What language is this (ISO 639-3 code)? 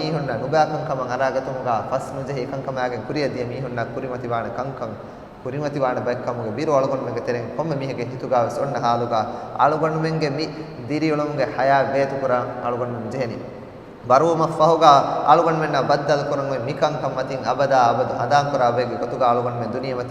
div